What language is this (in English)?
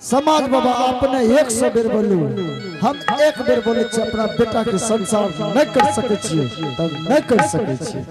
Angika